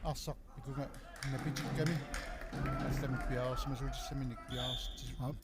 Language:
Kalaallisut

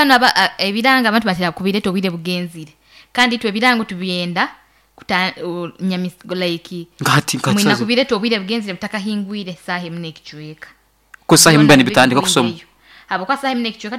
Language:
Nyoro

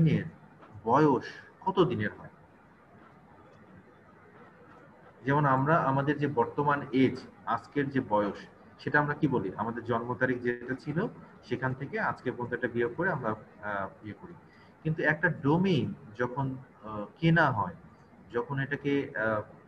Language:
Bangla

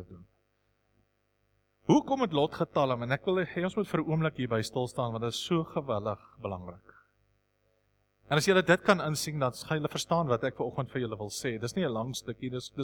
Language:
Afrikaans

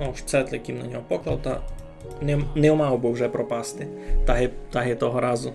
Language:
Rusyn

